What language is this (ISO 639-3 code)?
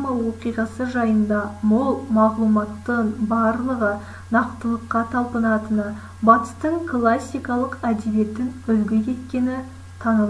kaz